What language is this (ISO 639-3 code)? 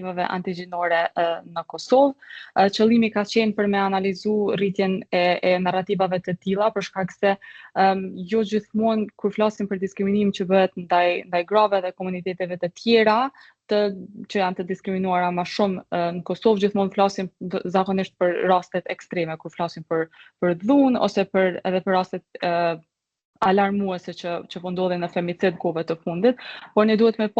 sqi